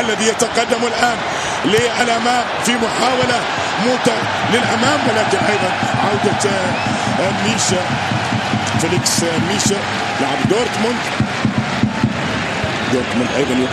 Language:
Arabic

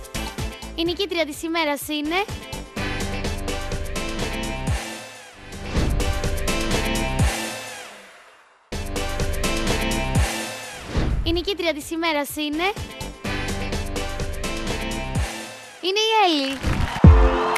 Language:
Greek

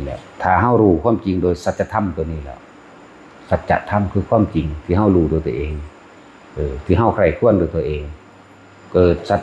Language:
Northeastern Thai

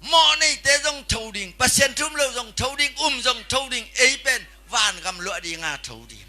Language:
Tedim Chin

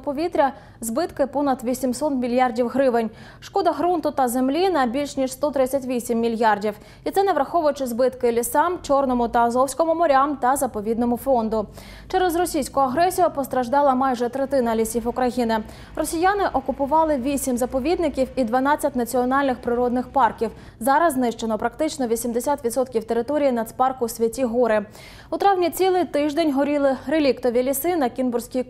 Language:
Ukrainian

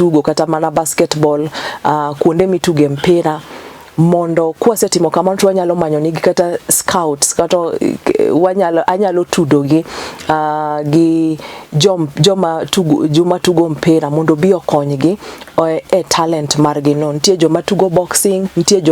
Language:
Luo (Kenya and Tanzania)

